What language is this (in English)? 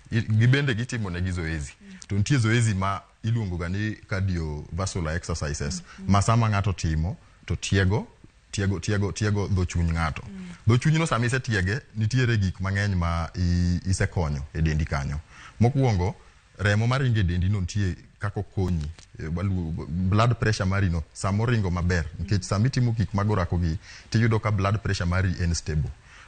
Luo (Kenya and Tanzania)